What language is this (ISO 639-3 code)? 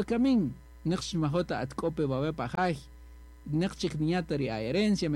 cak